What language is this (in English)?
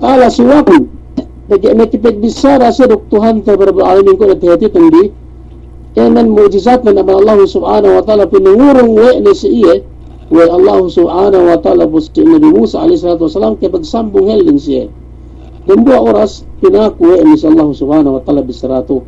Yakan